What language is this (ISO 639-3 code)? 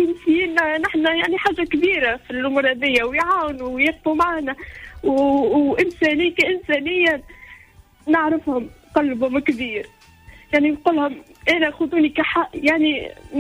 aeb